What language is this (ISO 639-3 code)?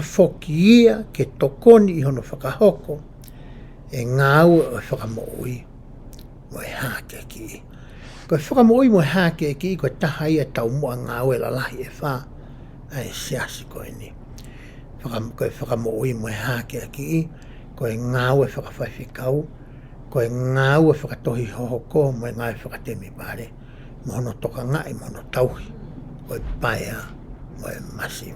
ton